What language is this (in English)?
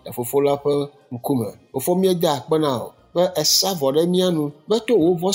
Ewe